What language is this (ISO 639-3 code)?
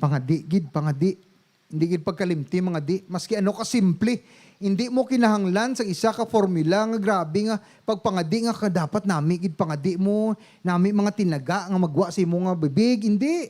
hil